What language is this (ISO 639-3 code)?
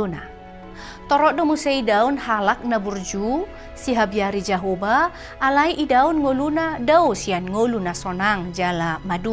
bbc